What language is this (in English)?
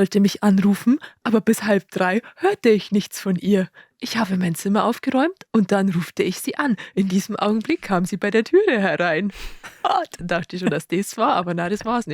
Bavarian